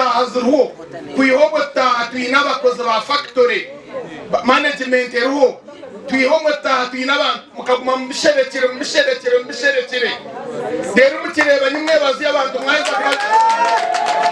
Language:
Nyankole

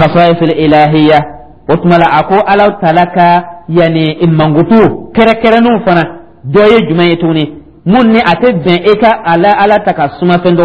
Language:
Dyula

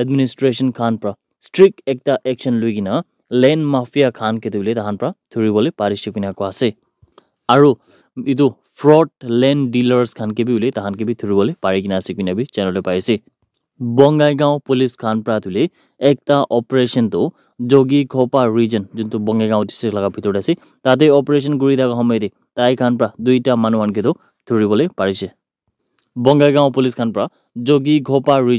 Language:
Naga Pidgin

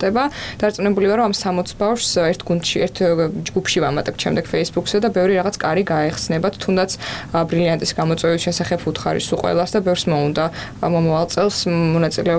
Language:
Georgian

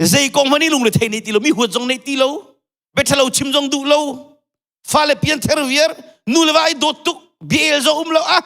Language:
Hakha Chin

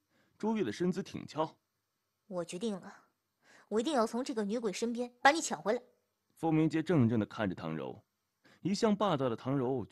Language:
Chinese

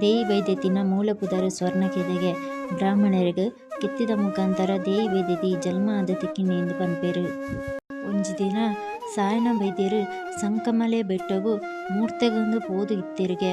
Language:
Tulu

